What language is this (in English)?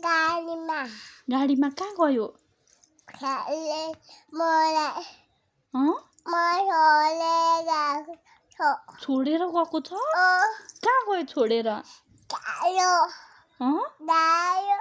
Nepali